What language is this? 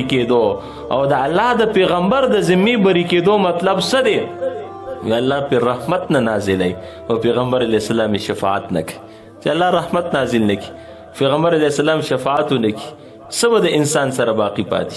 Pashto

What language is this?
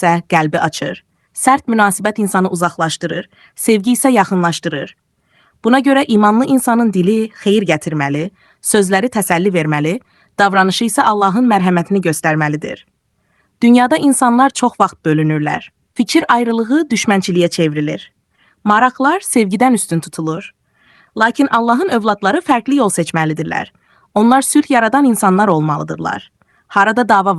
Azerbaijani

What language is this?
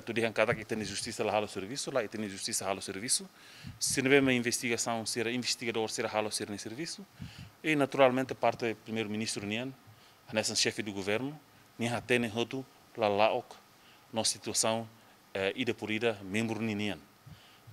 Tetum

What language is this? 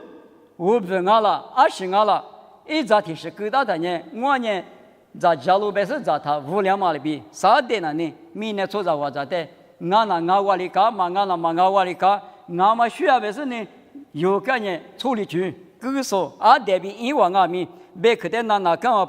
Lisu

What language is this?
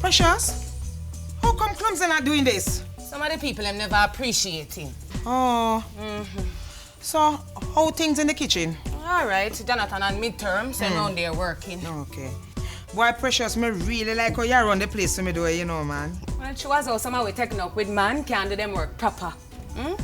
Jamaican Creole English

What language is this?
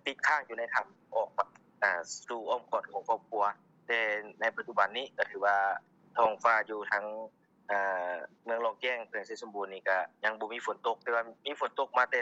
Lao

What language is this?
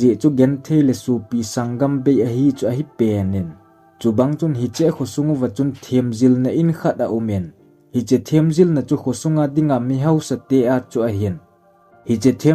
Thado Chin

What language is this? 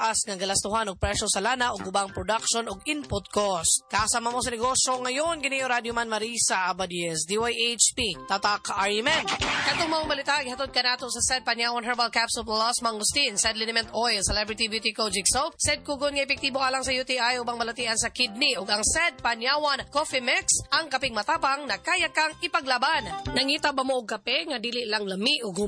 Cebuano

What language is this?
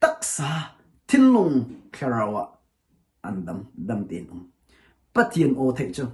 Hakha Chin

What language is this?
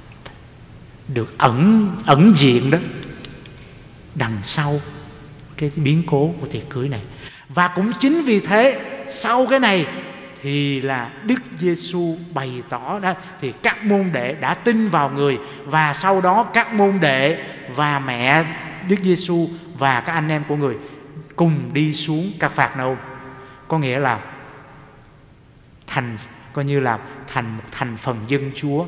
Vietnamese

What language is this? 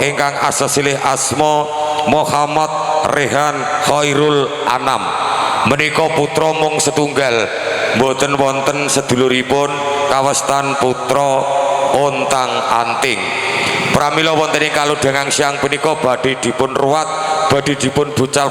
Javanese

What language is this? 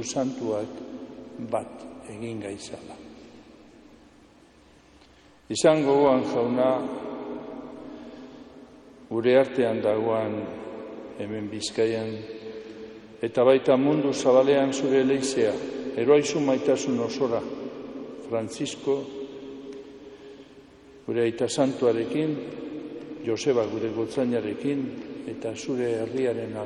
Basque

